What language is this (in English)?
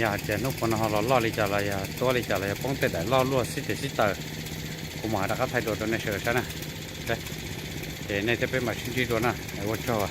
Hmong